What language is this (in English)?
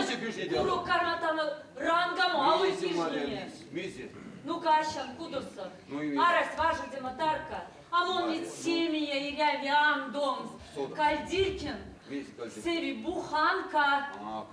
Erzya